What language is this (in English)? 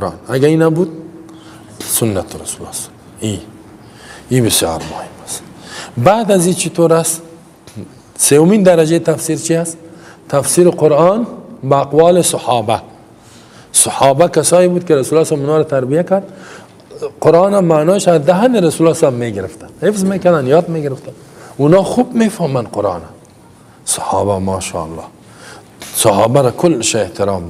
Persian